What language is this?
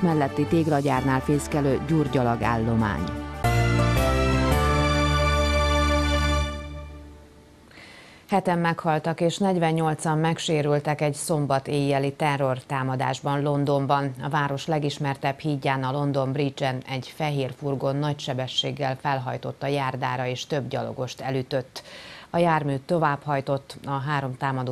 Hungarian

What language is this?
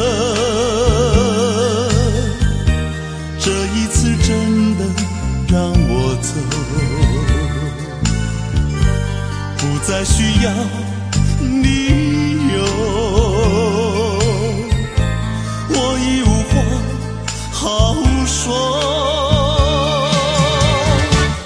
Chinese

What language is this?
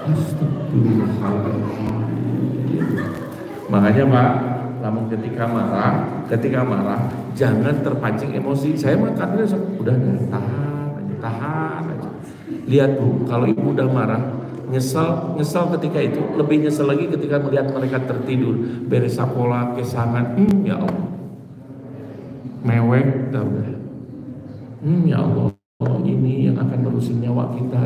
Indonesian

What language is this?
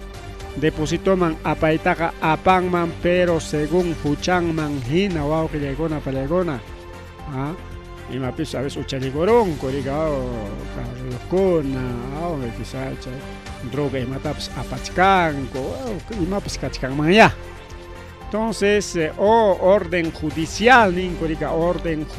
Ayacucho Quechua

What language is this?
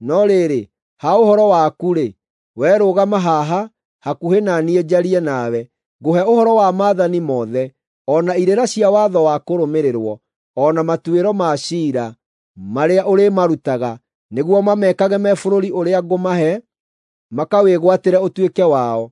Kikuyu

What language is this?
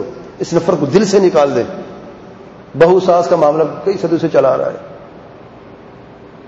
Urdu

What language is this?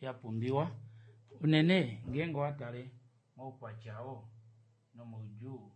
Kuanyama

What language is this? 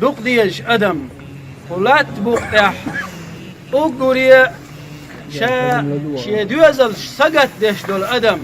Chechen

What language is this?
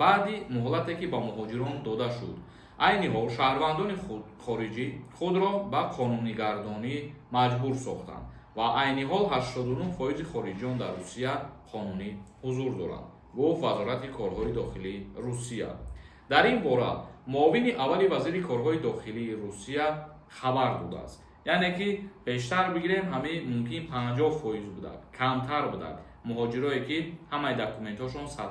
Tajik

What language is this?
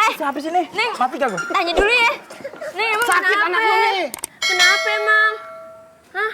Betawi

